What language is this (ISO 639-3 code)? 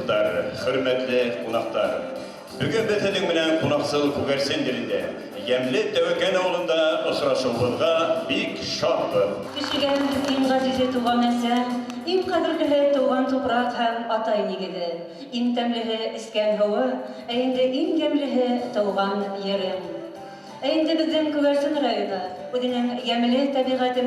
bak